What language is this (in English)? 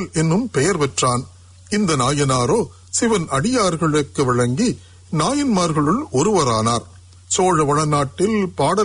Tamil